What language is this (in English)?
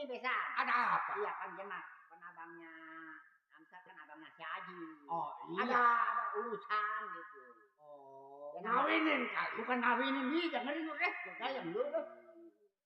Betawi